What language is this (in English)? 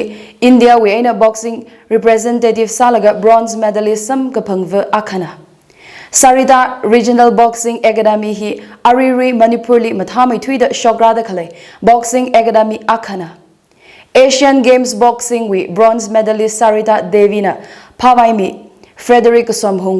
Tangkhul Naga (India)